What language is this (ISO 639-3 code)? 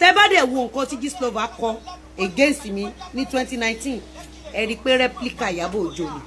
yor